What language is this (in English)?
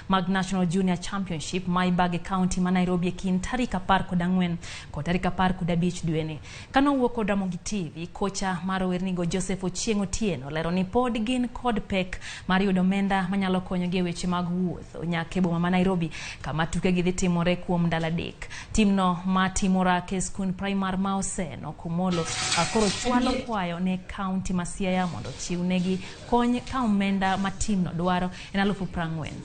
Luo (Kenya and Tanzania)